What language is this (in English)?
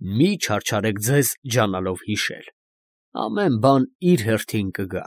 Armenian